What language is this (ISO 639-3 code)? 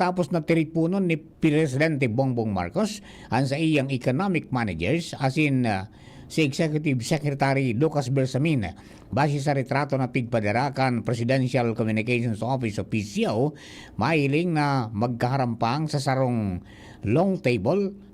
bik